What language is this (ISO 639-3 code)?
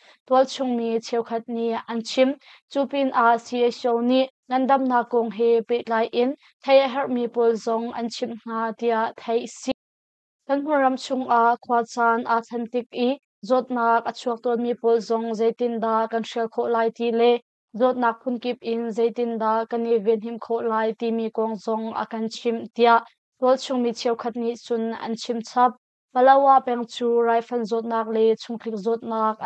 cnh